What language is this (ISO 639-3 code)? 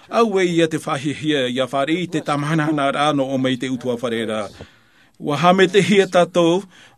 tah